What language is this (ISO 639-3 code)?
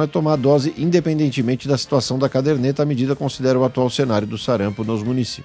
por